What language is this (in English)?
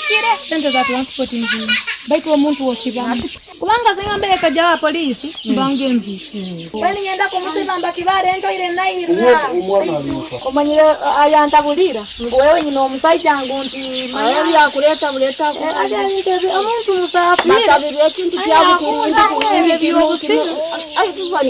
Nyoro